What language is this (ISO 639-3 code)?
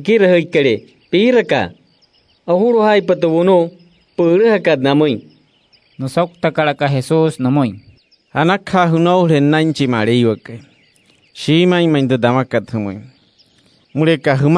guc